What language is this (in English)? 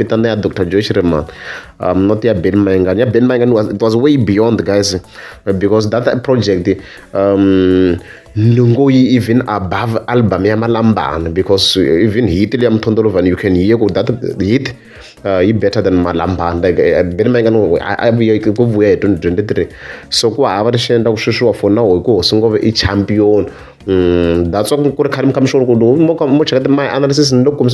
Tsonga